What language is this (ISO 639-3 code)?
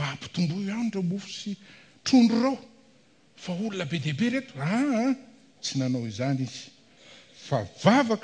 mlg